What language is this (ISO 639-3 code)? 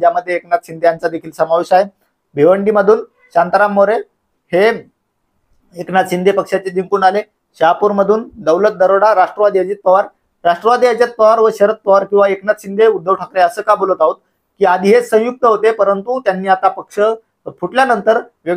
mar